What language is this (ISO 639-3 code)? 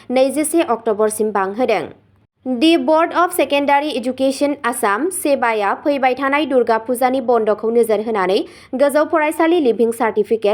brx